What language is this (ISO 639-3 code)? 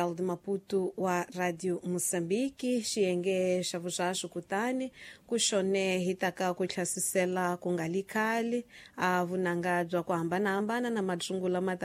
tso